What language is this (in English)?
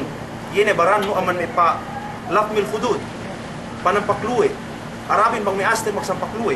Yakan